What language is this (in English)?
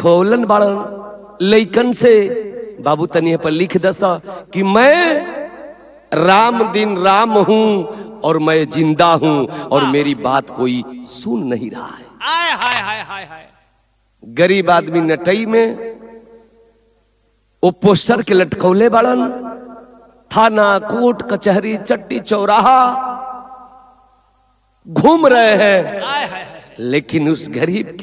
Bhojpuri